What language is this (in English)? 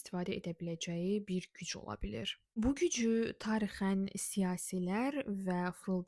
Azerbaijani